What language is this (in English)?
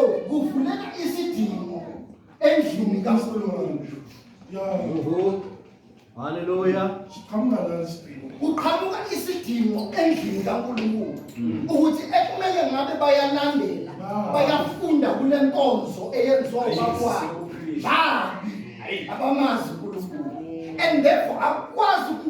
Zulu